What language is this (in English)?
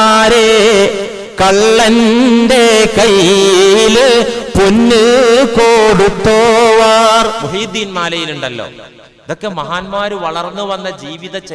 Malayalam